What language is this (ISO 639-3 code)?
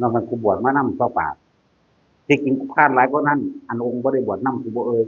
tts